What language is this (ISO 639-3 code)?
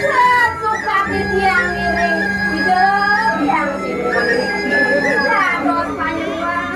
ban